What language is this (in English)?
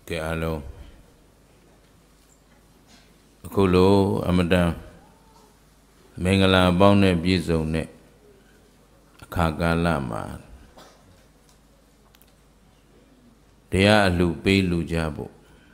Burmese